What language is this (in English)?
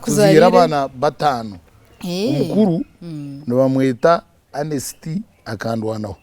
Nyankole